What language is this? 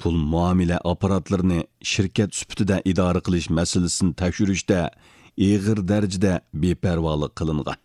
Uyghur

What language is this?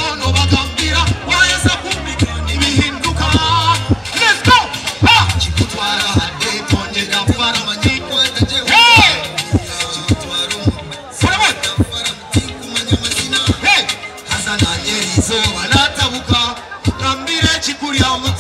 Nyankole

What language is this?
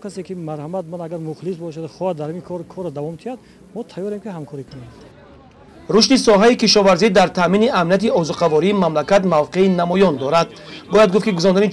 Tajik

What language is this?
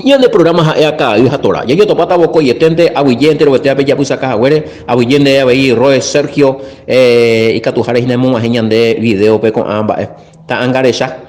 Guarani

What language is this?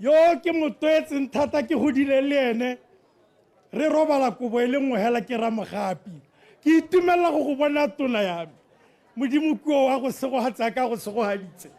Tswana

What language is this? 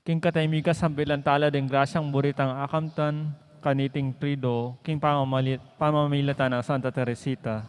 Pampanga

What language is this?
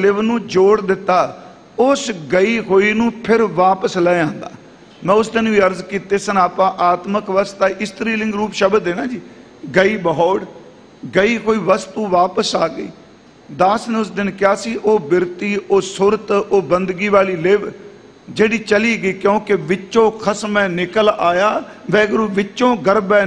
Punjabi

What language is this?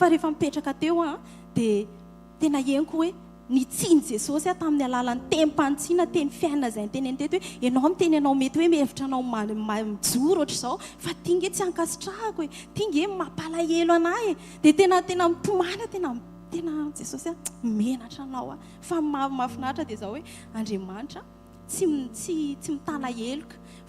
Malagasy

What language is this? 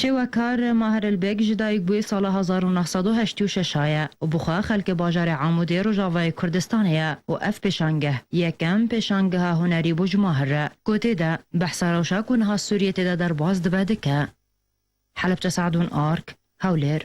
Kurdish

